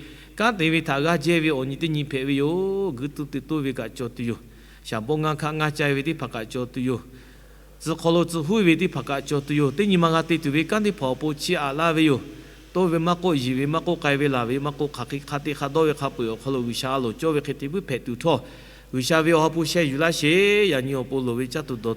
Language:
Lahu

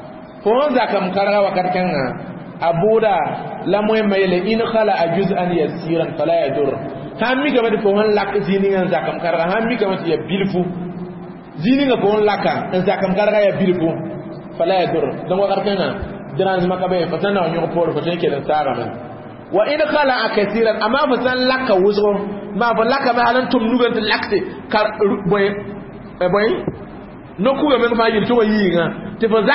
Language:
Mossi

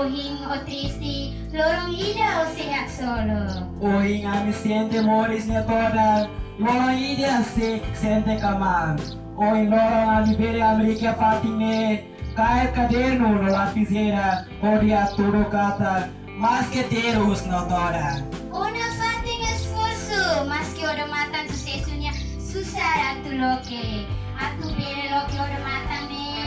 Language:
Tetum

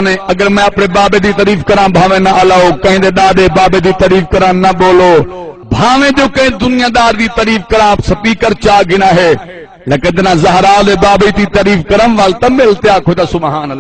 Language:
Saraiki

